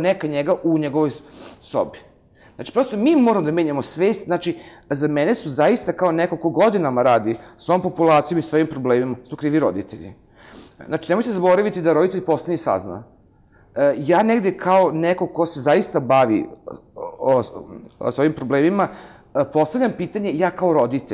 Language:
Serbian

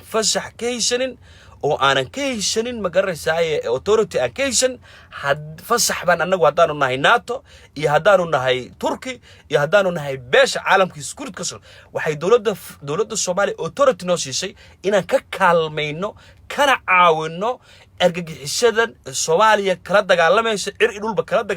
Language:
Somali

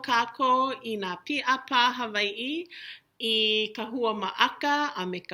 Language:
Hawaiian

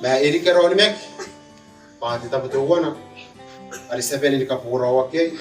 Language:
Gilbertese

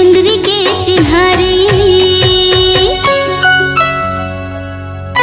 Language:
Chhattisgarhi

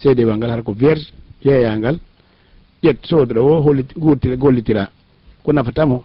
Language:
Fula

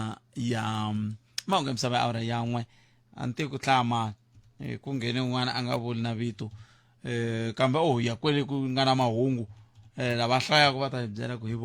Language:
Tsonga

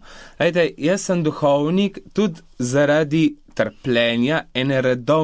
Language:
Slovenian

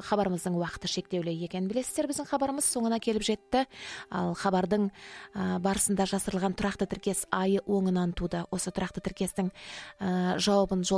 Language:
Kazakh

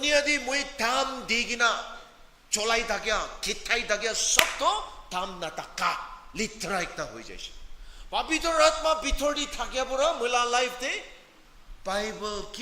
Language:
Naga Pidgin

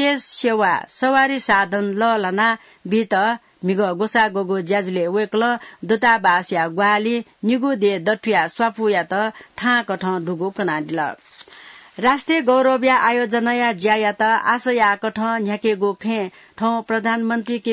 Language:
Newari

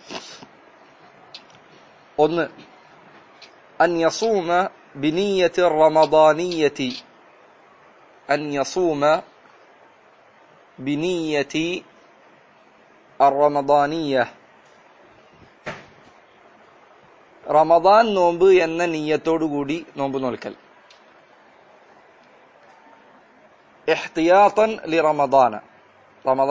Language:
Malayalam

